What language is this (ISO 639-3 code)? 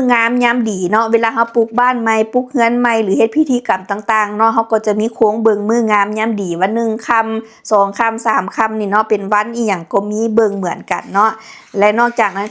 lao